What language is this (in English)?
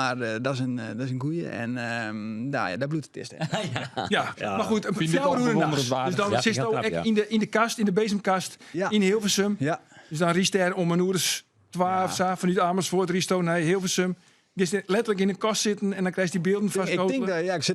Western Frisian